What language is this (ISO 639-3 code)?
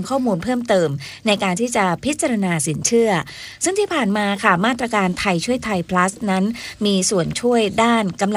tha